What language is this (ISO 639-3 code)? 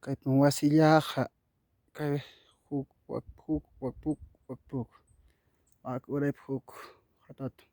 quy